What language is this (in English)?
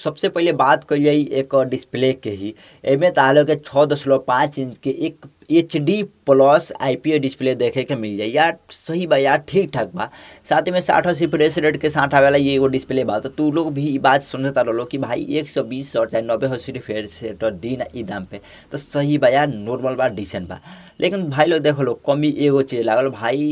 Bhojpuri